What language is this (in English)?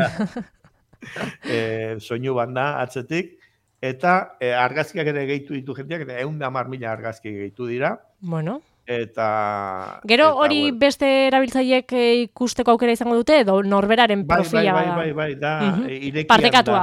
Basque